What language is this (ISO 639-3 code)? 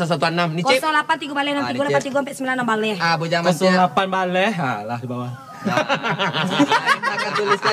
min